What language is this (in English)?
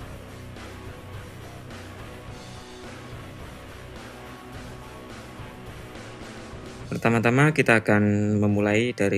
Indonesian